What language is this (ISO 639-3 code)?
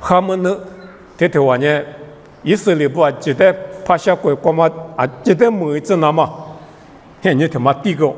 lis